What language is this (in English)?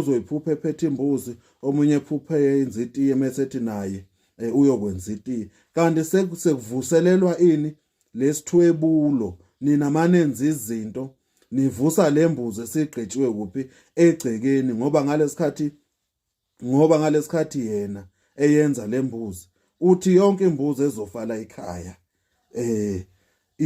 Zulu